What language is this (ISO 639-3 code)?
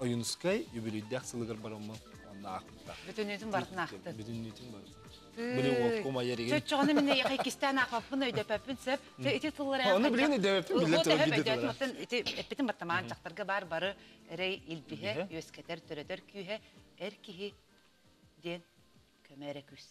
sah